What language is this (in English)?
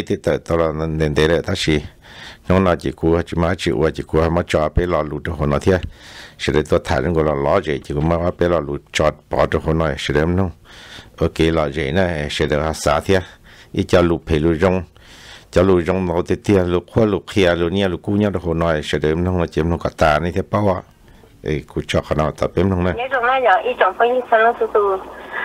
Vietnamese